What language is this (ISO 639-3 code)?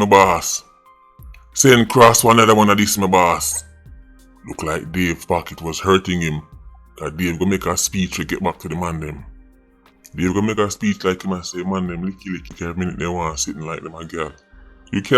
jam